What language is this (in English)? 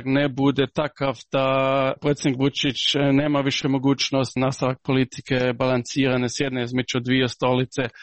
Serbian